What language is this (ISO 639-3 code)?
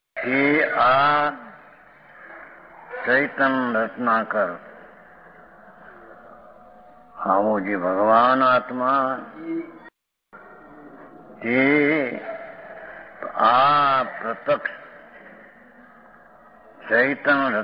guj